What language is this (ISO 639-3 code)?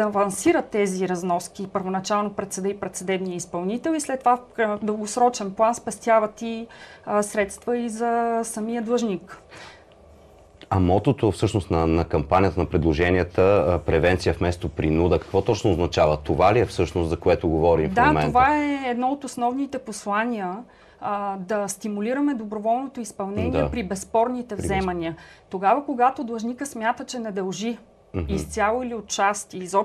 bul